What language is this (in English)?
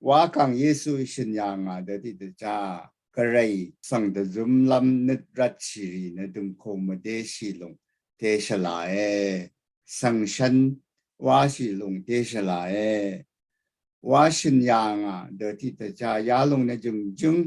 Rawang